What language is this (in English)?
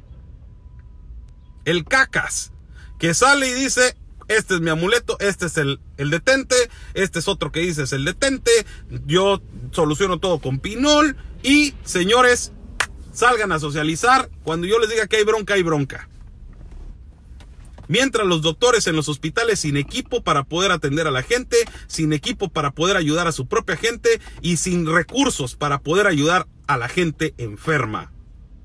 Spanish